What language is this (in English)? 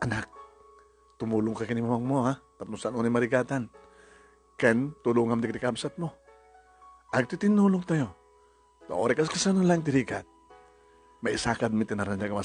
Iloko